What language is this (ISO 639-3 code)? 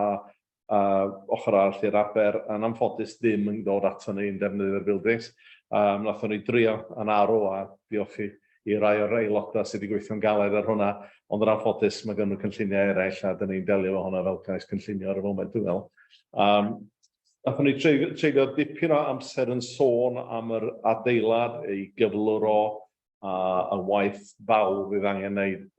cym